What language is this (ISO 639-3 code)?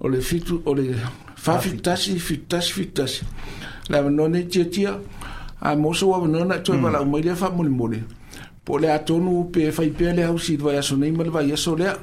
smo